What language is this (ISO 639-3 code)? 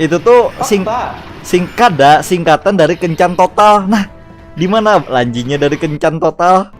bjn